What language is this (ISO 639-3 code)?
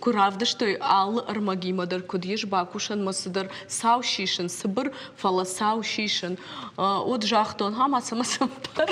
oss